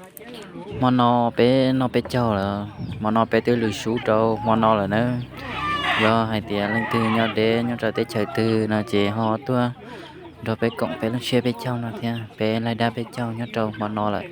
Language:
Hmong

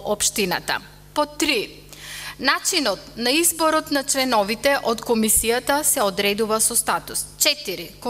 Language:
Macedonian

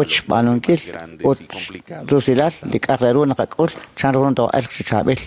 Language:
Kekchí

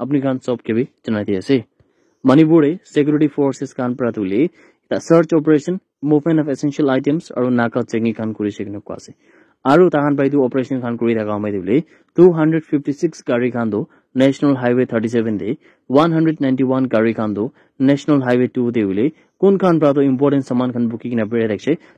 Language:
Naga Pidgin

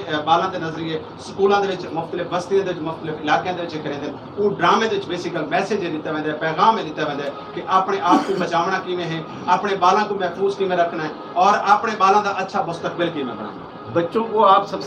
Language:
Saraiki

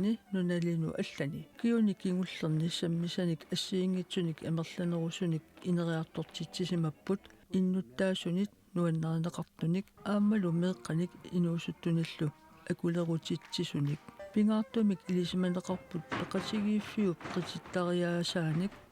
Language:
Kalaallisut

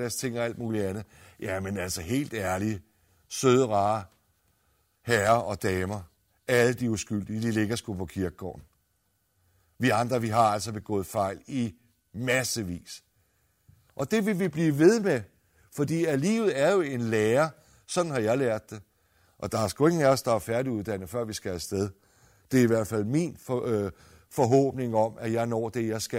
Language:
Danish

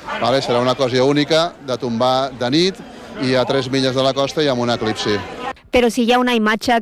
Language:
Catalan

